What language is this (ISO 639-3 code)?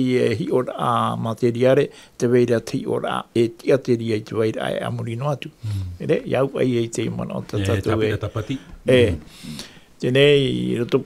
tah